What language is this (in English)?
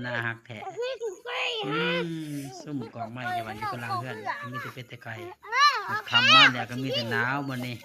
Lao